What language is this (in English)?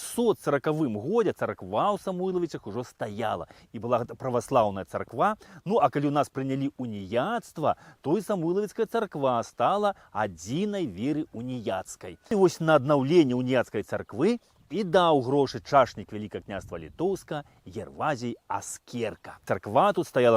Belarusian